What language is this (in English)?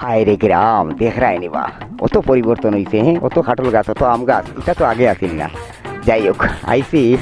Sylheti